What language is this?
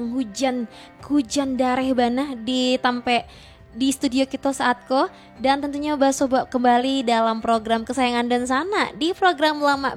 Minangkabau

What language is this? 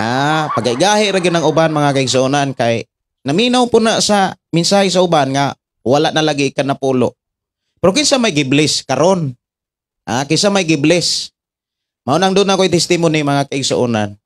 Cebuano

